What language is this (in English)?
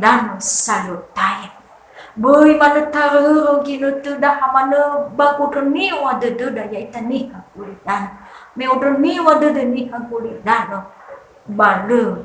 Nias